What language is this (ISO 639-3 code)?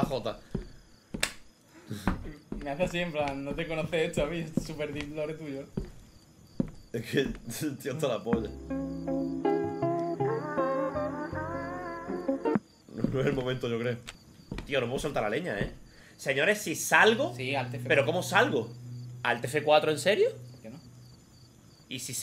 spa